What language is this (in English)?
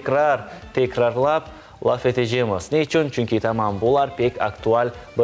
Crimean Tatar